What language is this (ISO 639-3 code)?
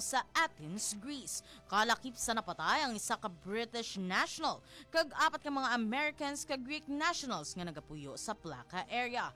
hil